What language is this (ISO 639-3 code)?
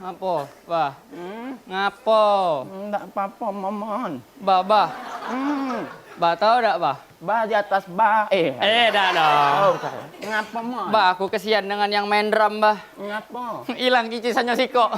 mui